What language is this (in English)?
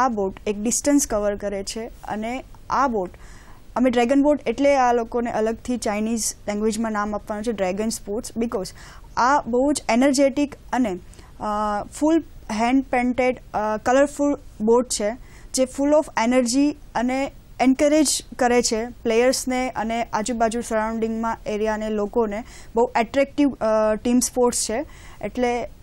Gujarati